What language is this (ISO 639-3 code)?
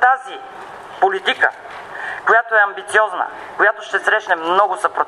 bul